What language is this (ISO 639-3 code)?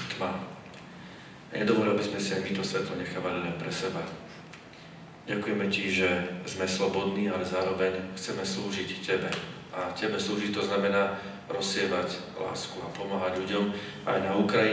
slk